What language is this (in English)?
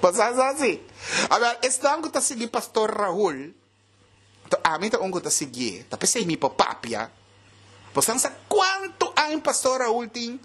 Papiamento